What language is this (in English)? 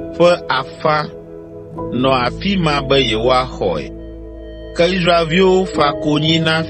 Ewe